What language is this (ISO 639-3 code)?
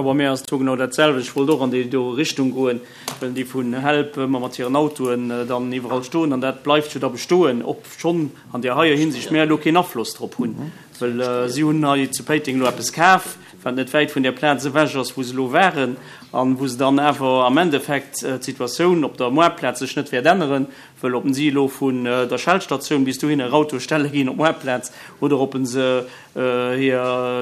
ltz